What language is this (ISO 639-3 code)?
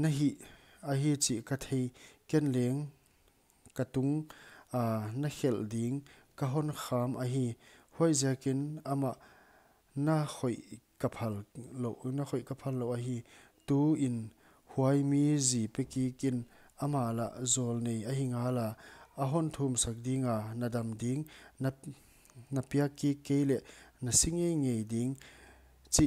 pck